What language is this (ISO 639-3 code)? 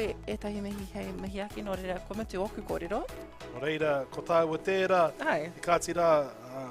mri